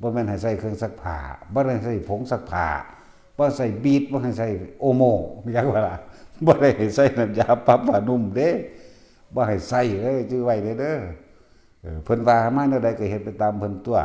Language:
Northeastern Thai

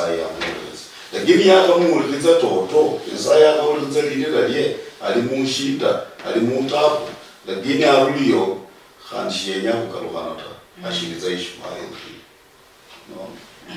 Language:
Luyia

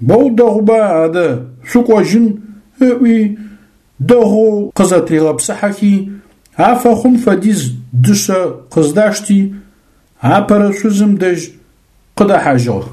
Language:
Adyghe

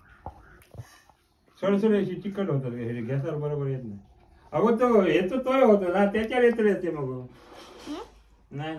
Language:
Marathi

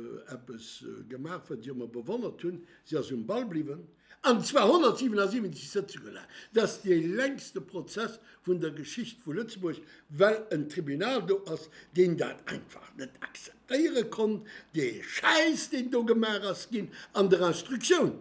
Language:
Luxembourgish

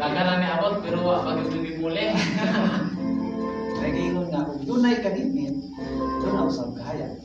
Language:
Cebuano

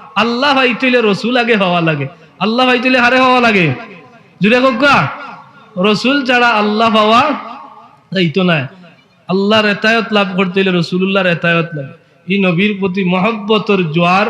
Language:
Sylheti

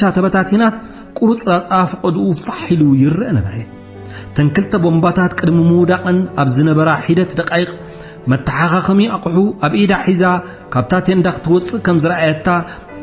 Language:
Tigrinya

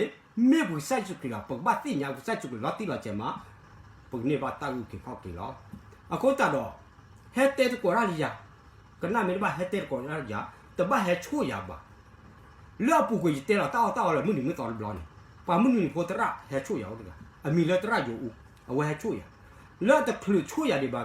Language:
S'gaw Karen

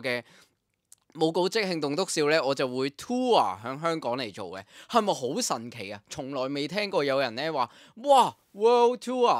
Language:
Cantonese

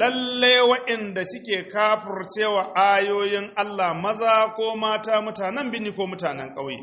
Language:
Hausa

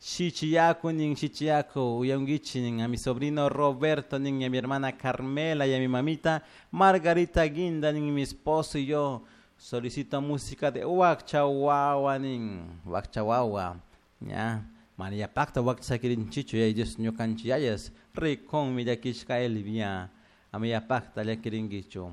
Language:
Chimborazo Highland Quichua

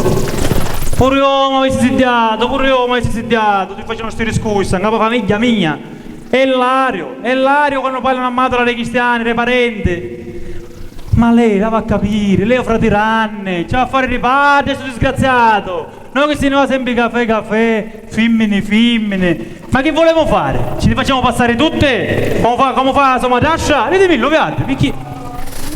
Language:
Sicilian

